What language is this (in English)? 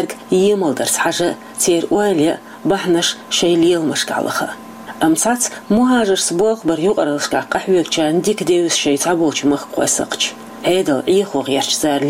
Chechen